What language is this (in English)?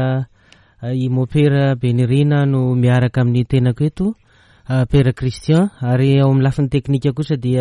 Malagasy